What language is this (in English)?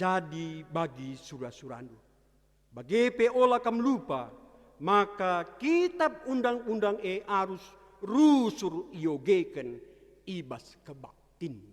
Batak Karo